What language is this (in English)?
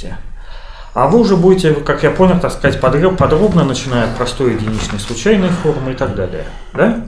Russian